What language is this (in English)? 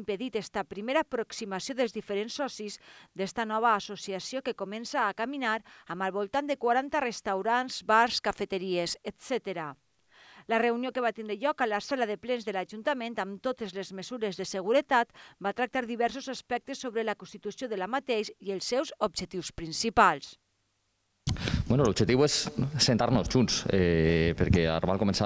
Catalan